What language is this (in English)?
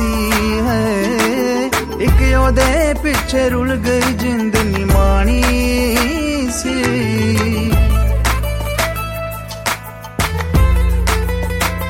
Punjabi